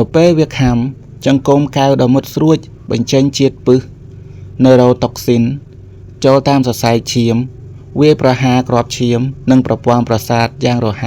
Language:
Khmer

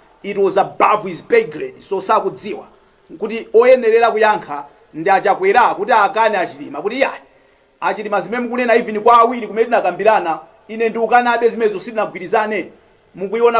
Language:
Nyanja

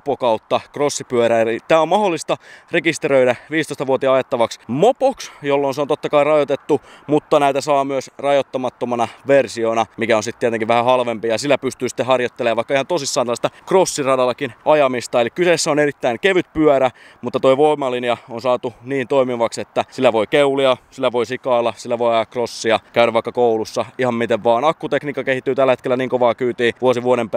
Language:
Finnish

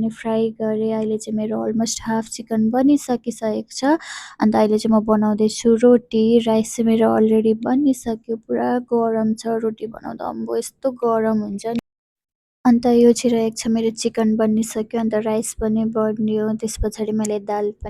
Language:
Nepali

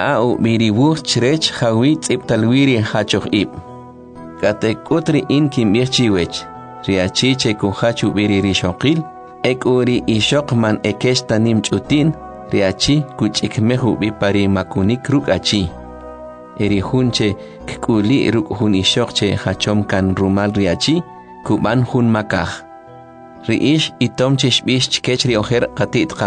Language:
Kʼicheʼ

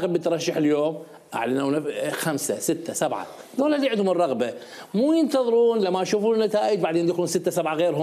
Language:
Mesopotamian Arabic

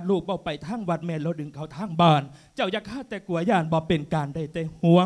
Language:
Lao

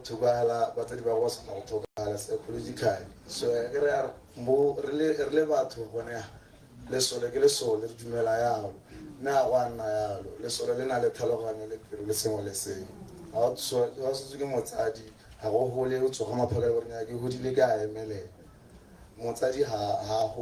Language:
Tswana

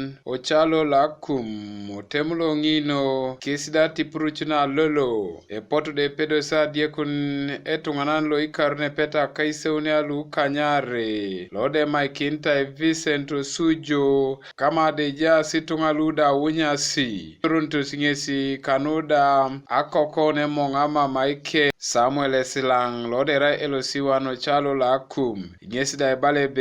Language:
Teso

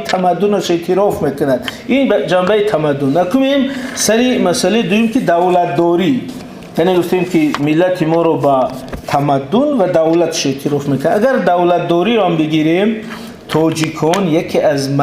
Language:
Tajik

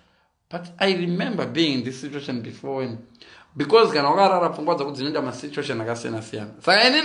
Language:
Shona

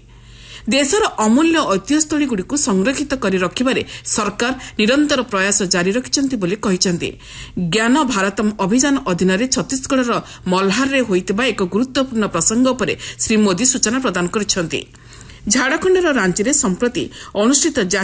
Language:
Odia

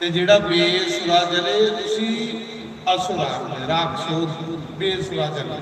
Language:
Dogri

